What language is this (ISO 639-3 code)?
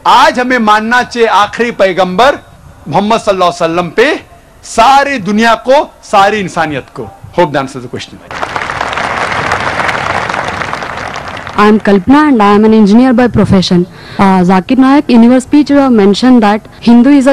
urd